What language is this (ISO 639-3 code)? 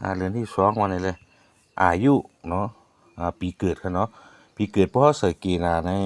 shn